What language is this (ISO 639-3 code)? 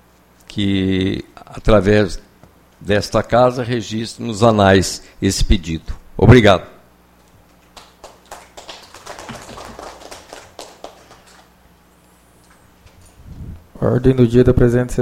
por